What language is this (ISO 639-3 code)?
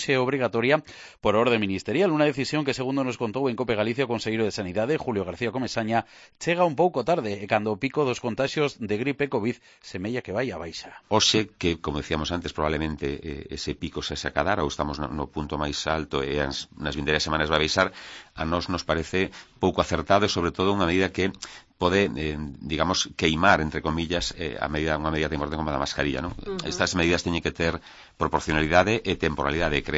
glg